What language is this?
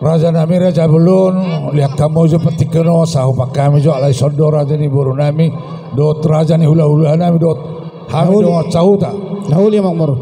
Batak Toba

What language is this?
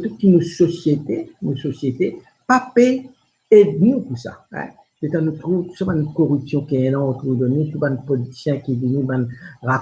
Morisyen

